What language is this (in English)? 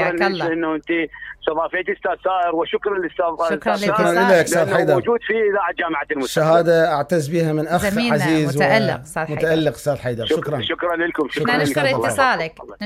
Mesopotamian Arabic